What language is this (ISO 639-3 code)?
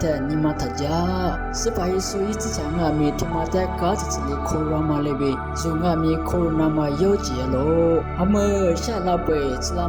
lis